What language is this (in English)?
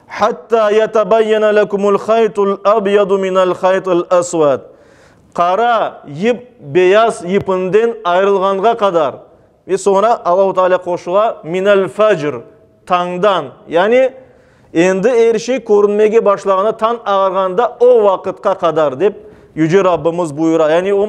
Crimean Tatar